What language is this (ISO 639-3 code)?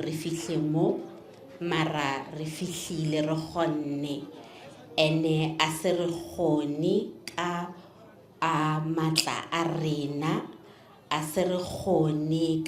nso